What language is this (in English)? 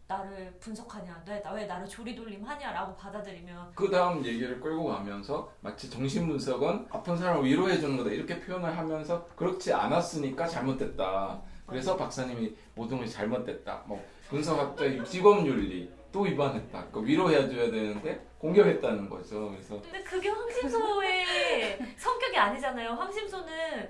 Korean